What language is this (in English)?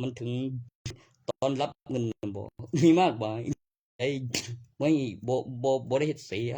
Northeastern Thai